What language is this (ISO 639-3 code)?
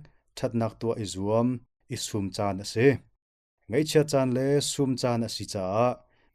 cnh